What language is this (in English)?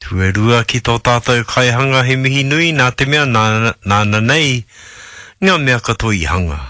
Māori